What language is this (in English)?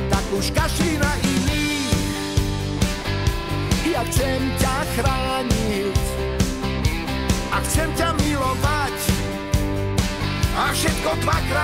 Slovak